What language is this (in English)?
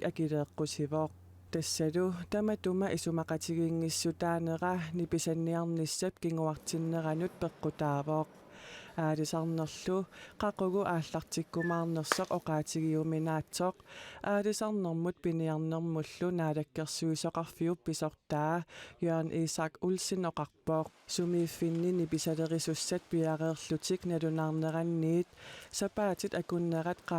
Kalaallisut